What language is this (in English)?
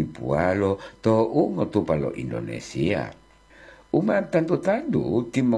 Gorontalo